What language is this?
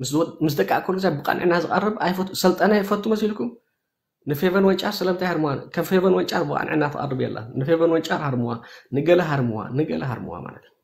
Tigrinya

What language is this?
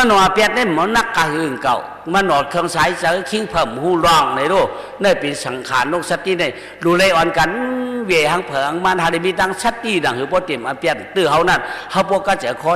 Shan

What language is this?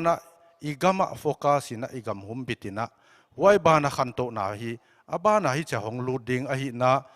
Paite Chin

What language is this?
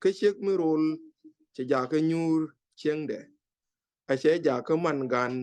Nuer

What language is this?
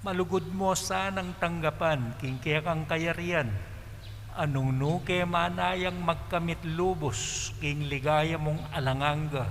Pampanga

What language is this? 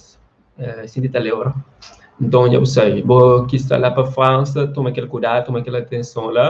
Kabuverdianu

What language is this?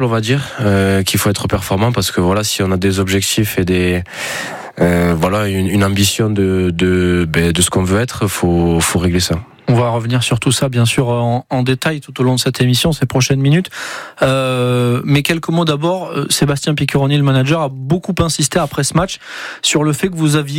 French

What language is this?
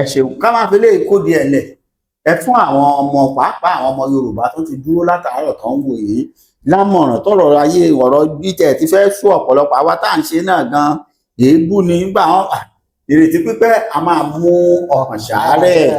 Yoruba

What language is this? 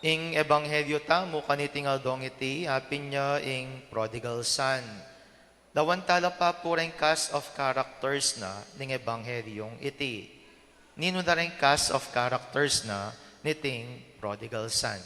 Pampanga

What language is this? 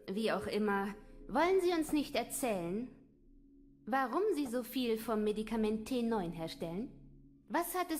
Bavarian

